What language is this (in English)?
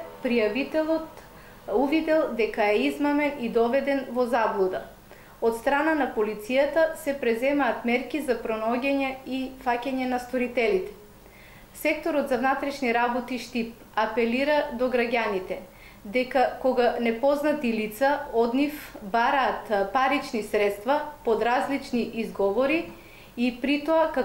Macedonian